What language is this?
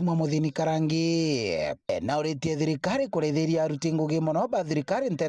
Meru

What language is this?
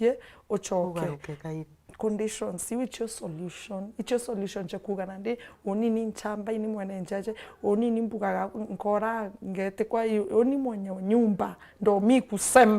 Meru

